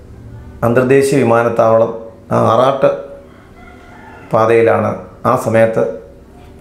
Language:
Malayalam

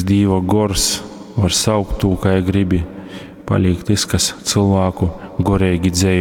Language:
Latgalian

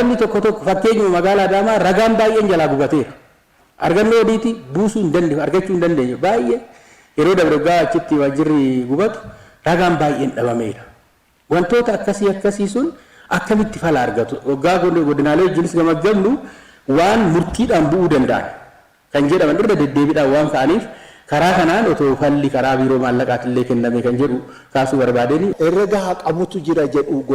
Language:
Oromo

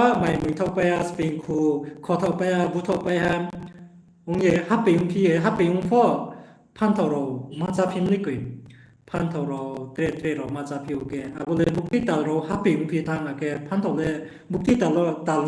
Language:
Riang (India)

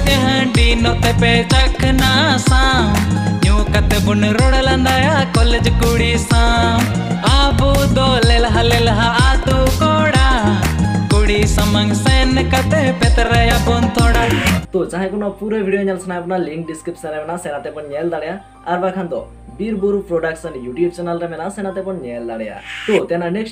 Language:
Santali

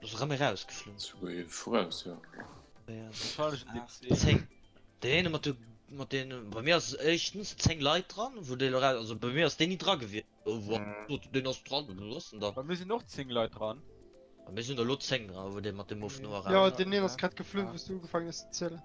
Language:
Luxembourgish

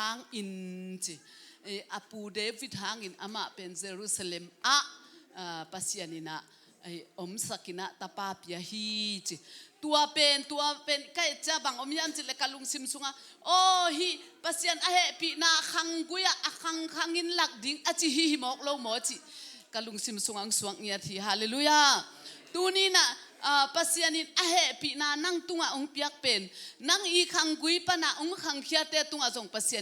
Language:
Tedim Chin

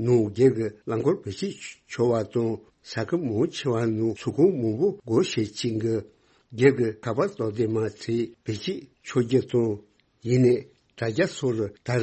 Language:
Tibetan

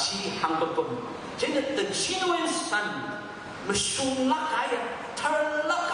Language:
Tangkhul Naga (India)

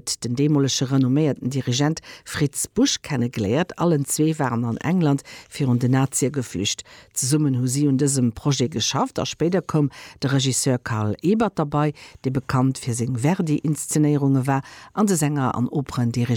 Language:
Luxembourgish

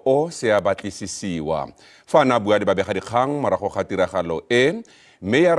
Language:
Tswana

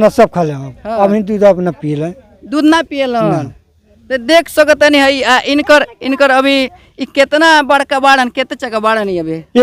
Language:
Bhojpuri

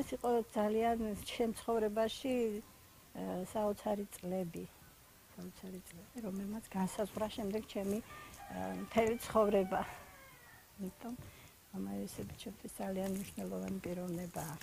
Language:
Georgian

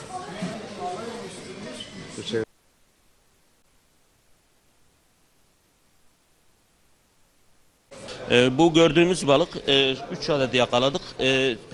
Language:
Turkish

